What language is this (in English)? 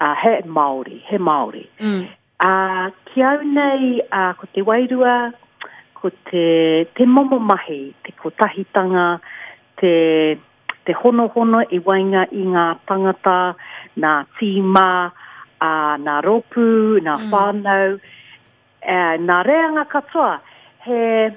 Māori